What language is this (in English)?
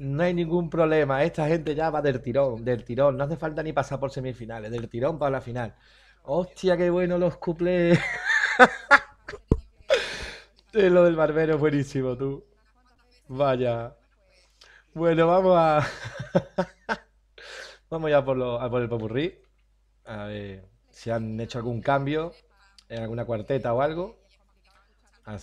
Spanish